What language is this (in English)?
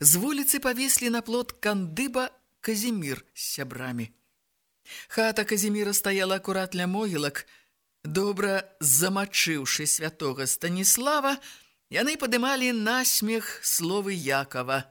Belarusian